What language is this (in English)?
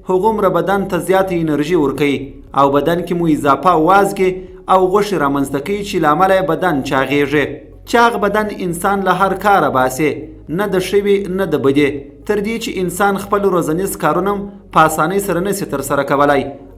Pashto